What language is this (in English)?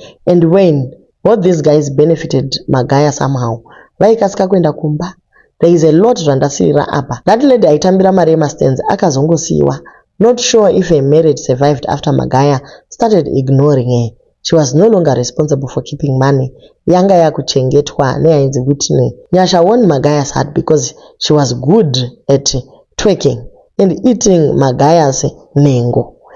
Shona